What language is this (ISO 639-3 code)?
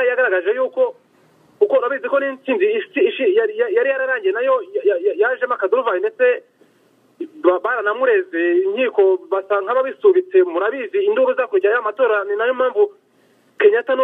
kin